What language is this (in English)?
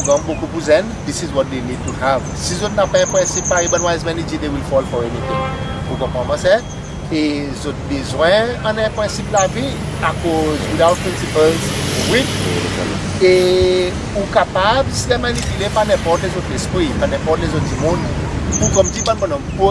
Seselwa Creole French